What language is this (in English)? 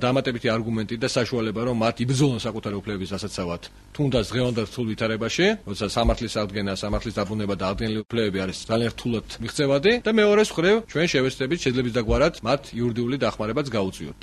Georgian